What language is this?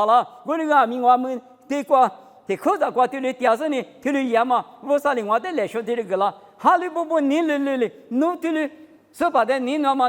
Lisu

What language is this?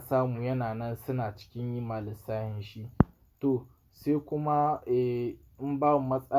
Hausa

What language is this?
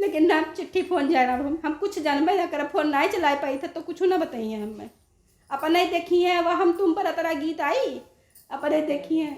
Awadhi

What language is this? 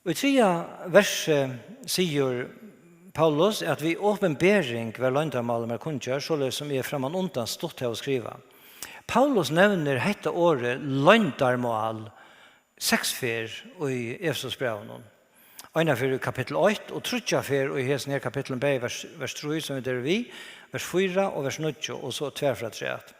Faroese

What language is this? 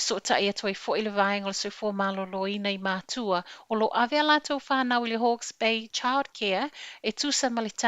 Samoan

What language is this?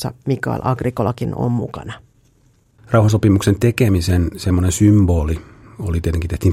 Finnish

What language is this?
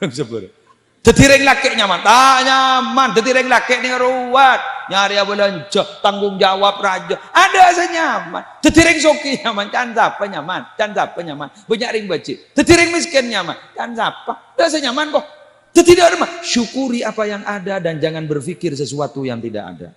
Madurese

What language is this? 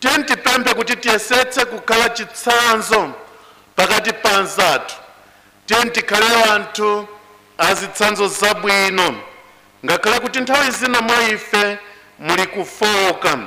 Nyanja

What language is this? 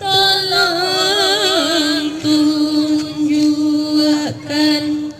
Minangkabau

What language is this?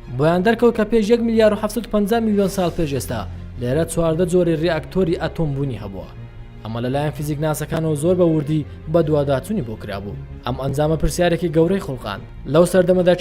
Central Kurdish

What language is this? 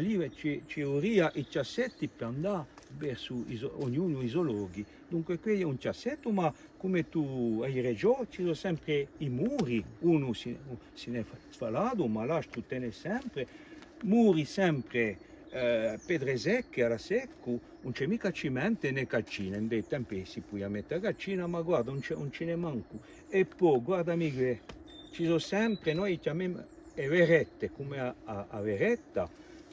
Corsican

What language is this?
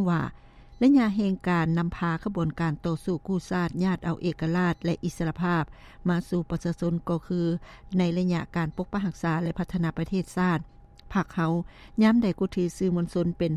Lao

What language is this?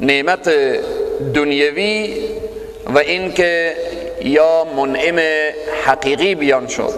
Persian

